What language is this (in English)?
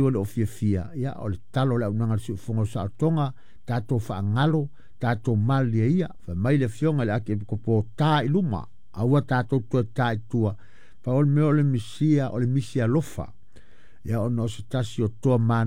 Samoan